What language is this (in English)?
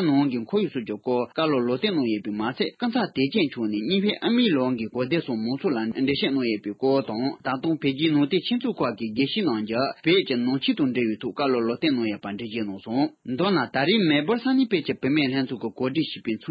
Tibetan